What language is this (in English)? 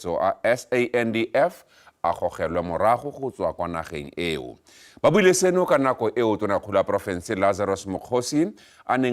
Tswana